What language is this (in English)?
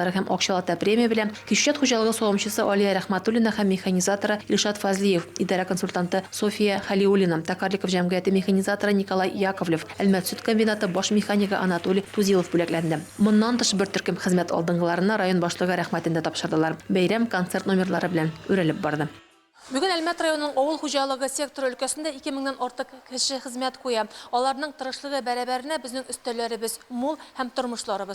Tatar